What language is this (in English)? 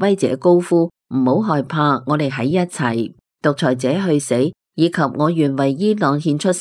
Cantonese